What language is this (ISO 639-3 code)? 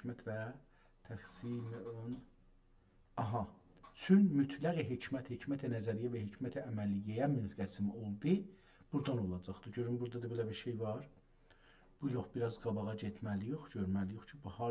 azb